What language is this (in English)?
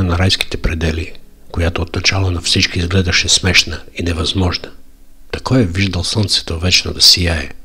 Bulgarian